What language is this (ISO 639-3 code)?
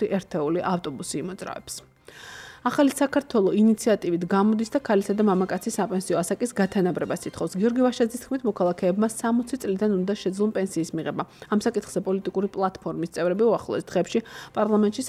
kat